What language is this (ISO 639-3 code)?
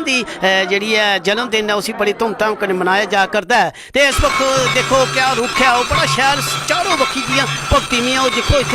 doi